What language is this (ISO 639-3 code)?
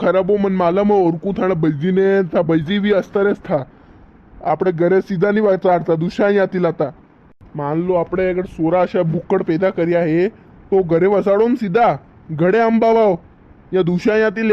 raj